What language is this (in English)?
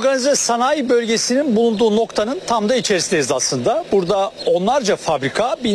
Turkish